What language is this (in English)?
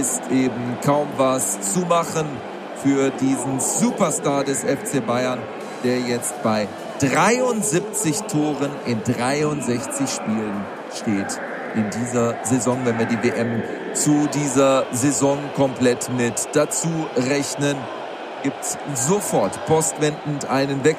German